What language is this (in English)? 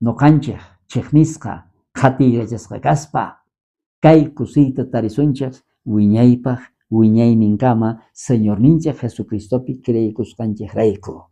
South Bolivian Quechua